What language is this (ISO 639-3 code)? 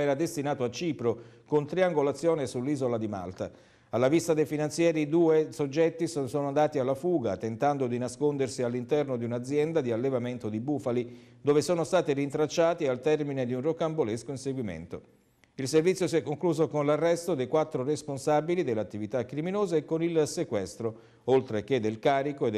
ita